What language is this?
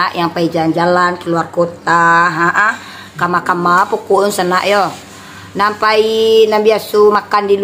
Minangkabau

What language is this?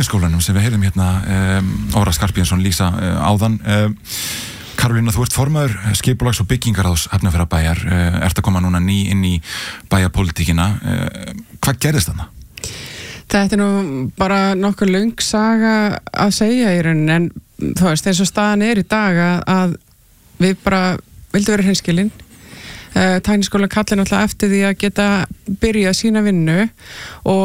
Icelandic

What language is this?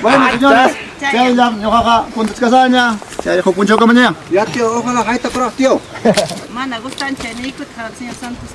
Ayacucho Quechua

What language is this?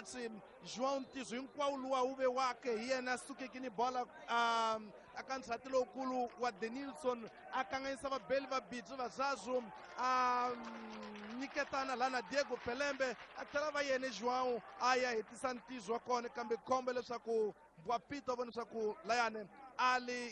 Tsonga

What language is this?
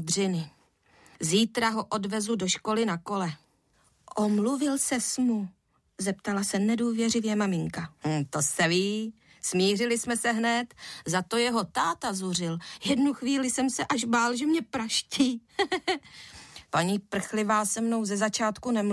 Czech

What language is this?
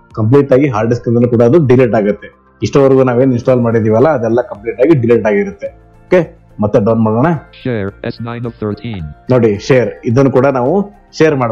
Kannada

